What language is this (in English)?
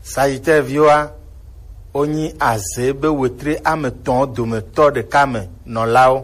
Gen